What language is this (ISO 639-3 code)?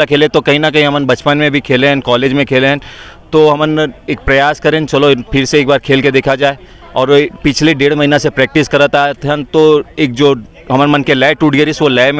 hne